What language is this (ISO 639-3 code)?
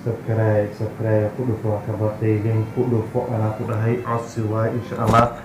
som